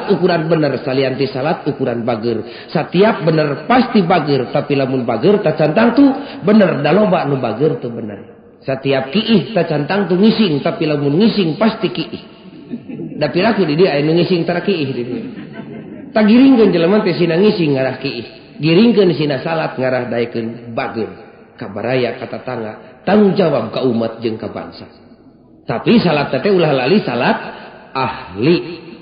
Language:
Sundanese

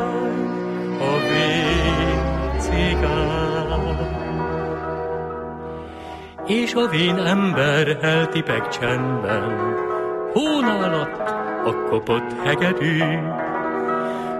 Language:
Hungarian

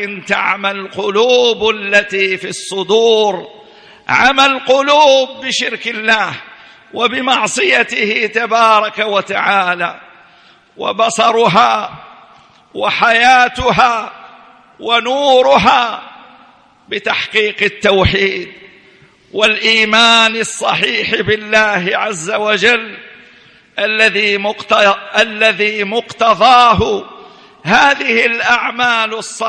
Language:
Arabic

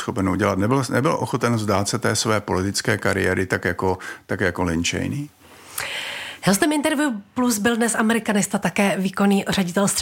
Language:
Czech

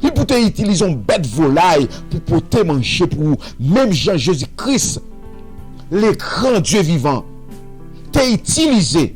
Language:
Haitian Creole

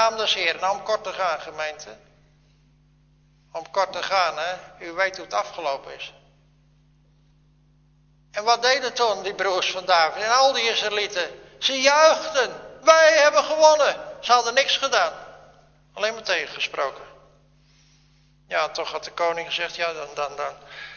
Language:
Dutch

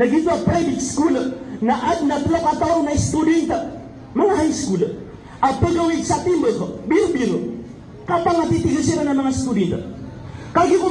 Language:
Maranao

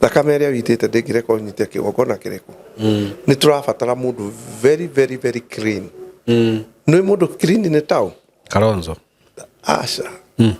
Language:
Kikuyu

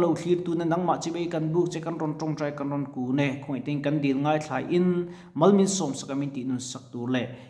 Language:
Mizo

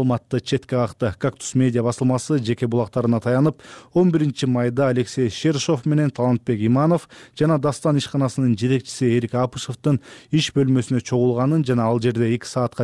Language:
Kyrgyz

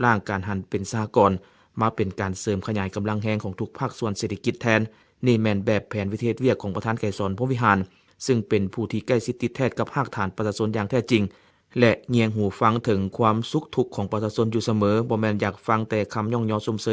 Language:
Lao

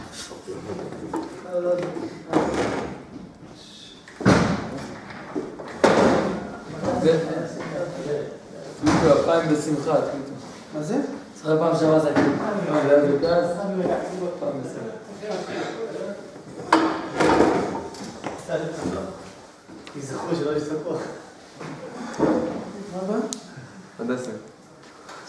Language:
Hebrew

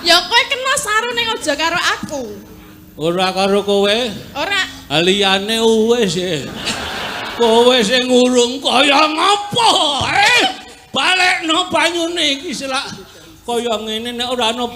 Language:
Javanese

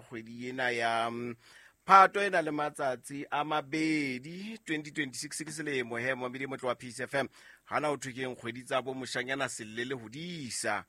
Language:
Southern Sotho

